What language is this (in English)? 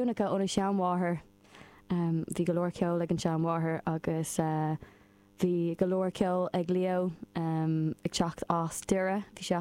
Irish